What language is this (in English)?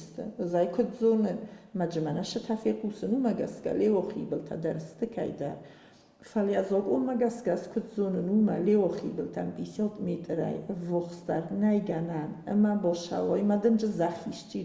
Ossetic